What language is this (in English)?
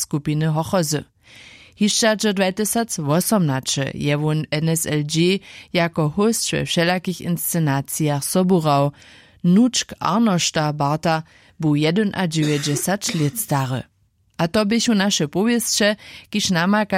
Upper Sorbian